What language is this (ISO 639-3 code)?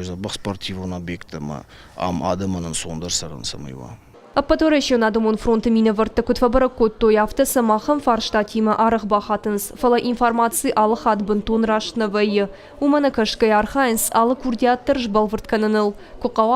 oss